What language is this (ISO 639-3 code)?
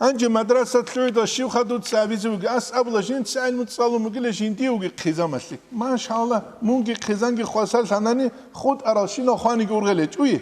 ava